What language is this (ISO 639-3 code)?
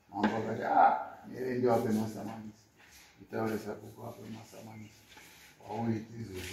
sna